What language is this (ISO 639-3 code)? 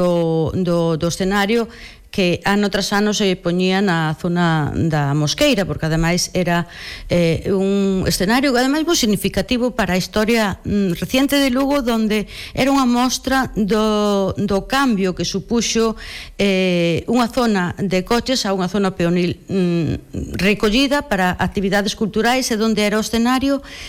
glg